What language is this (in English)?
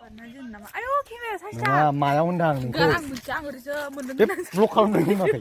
Bodo